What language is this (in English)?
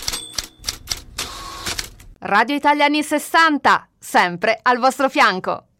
Italian